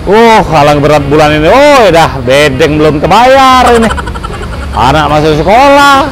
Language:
Musi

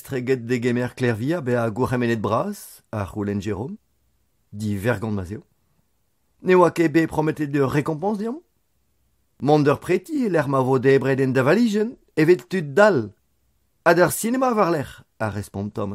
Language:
Breton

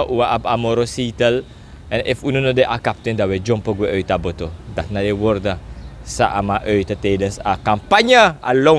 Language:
Sranan Tongo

